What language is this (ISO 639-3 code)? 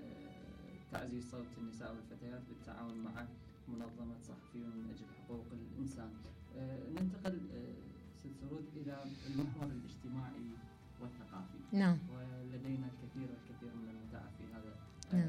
acm